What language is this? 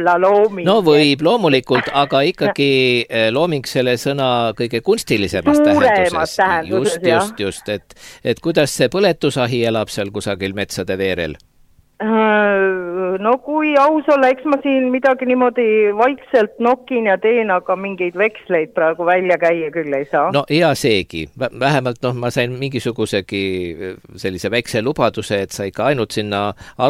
Estonian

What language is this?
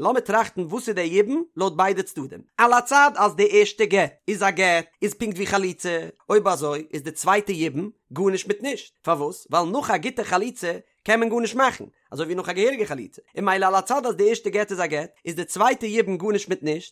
Yiddish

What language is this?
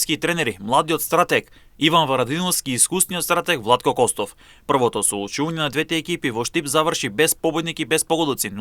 Macedonian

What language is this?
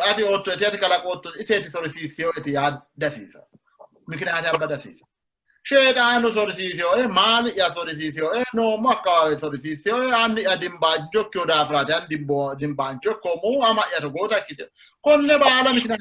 Sidamo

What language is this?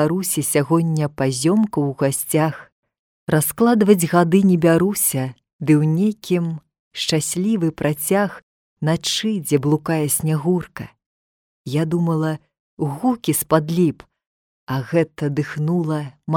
Belarusian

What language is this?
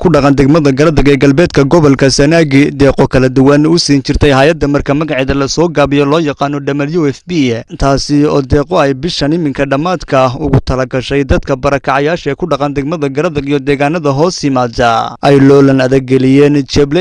Somali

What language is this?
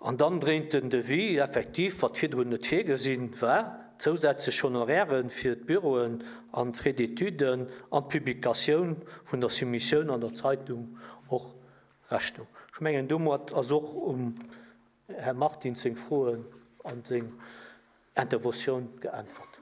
Luxembourgish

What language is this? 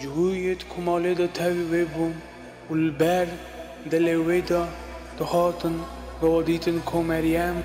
Kurdish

